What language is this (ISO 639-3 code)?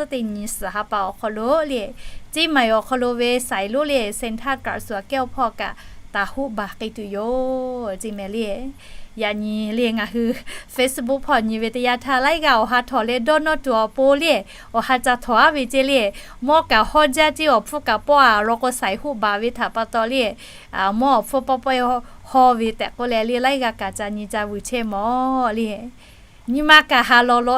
lhu